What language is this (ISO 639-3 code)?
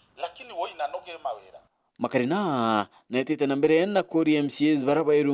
mer